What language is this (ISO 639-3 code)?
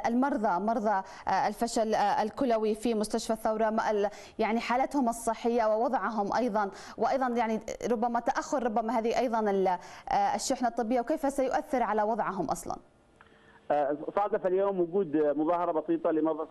ara